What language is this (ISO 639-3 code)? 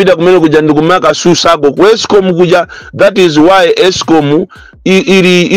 nya